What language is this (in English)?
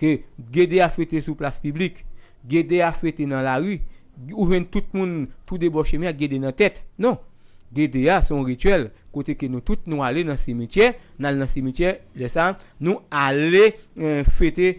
Haitian Creole